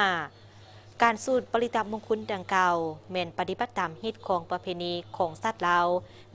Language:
Lao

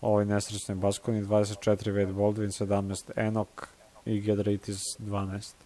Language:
Serbian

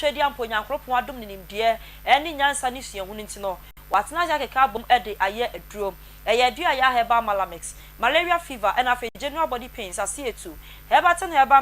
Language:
Akan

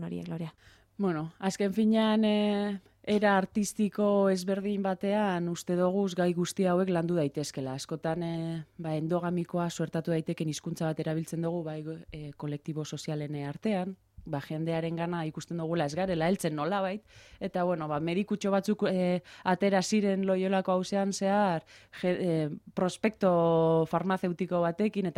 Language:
Basque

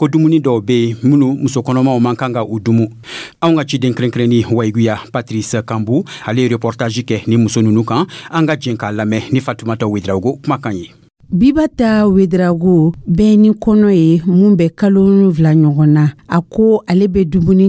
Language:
Dyula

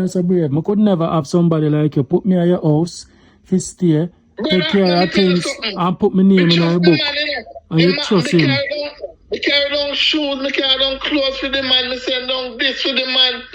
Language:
Jamaican Creole English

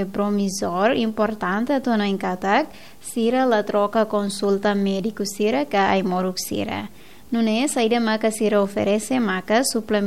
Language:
Tetum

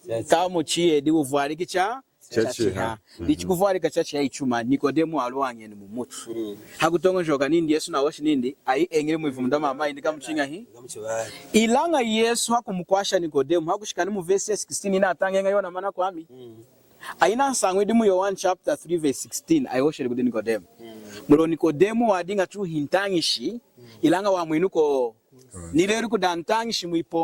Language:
Lunda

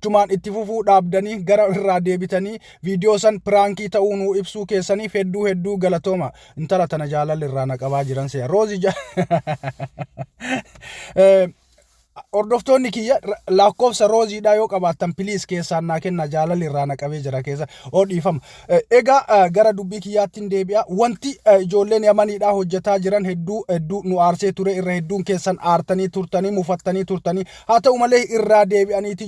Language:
Oromo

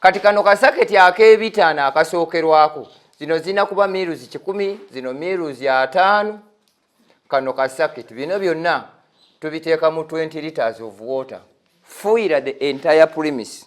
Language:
Ganda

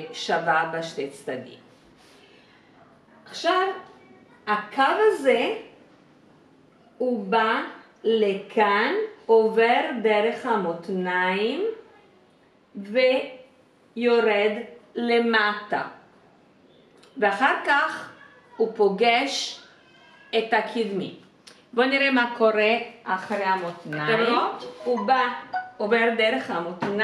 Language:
Hebrew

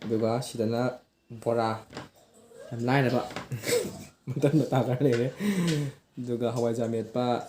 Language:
Manipuri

